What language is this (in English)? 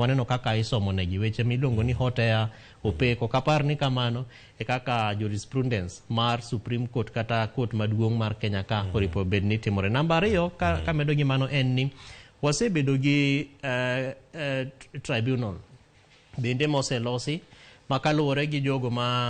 Luo (Kenya and Tanzania)